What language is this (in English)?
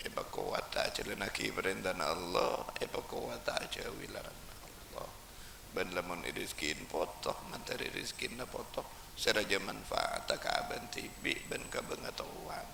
Madurese